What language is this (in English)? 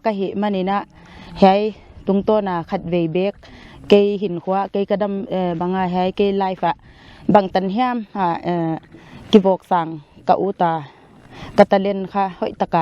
Paite Chin